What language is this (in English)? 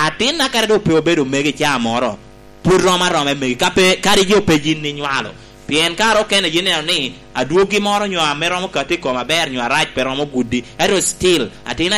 Lango (Uganda)